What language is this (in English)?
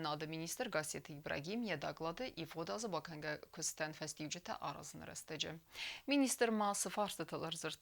Ossetic